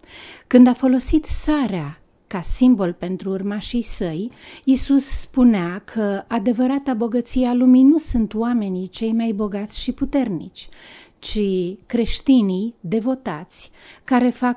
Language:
Romanian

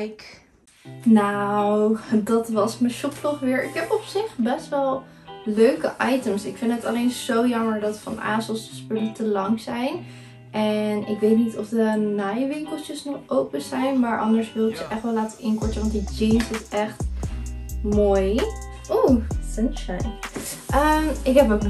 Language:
Dutch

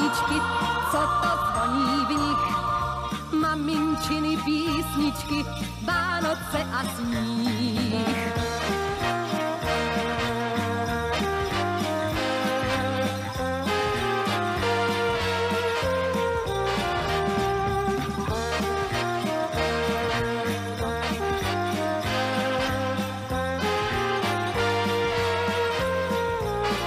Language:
Czech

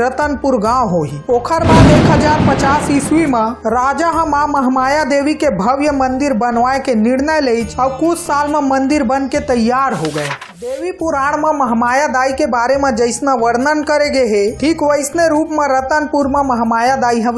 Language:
Chhattisgarhi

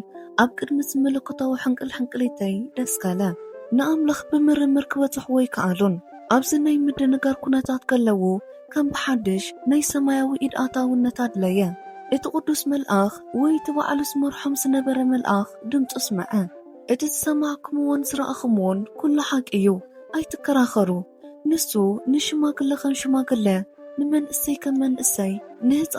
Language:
Tigrinya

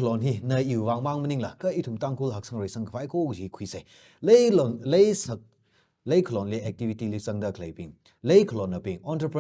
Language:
Tangkhul Naga (India)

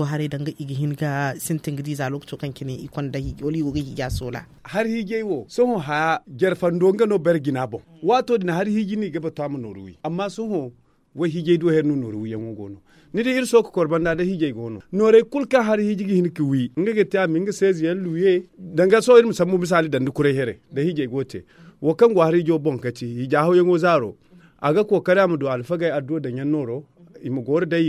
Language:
Zarma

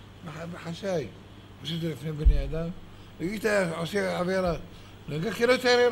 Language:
Hebrew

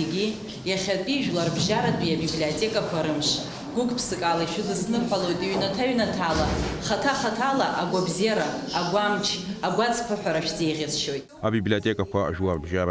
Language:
Abkhazian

